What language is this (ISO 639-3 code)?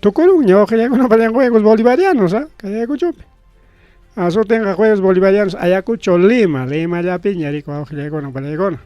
quy